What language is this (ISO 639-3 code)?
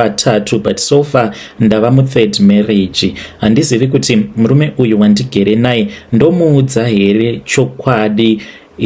sna